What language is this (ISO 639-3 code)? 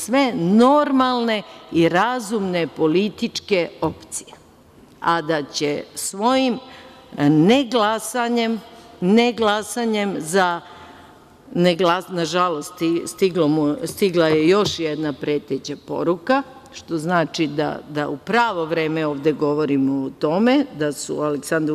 srp